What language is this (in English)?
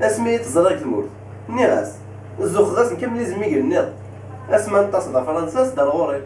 Kabyle